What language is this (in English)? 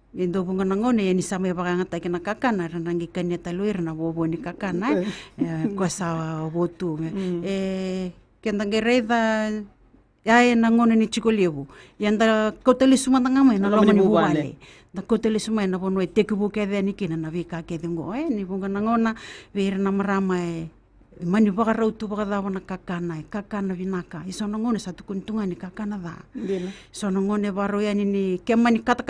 Fijian